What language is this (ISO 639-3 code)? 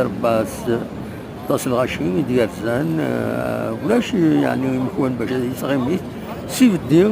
kab